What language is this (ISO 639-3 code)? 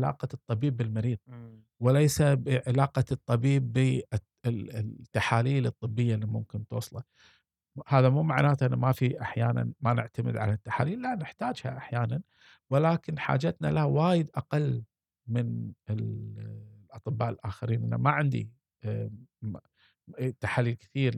afb